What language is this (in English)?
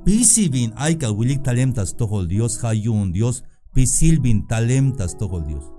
Tzeltal